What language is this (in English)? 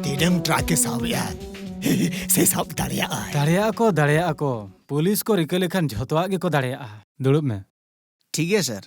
Santali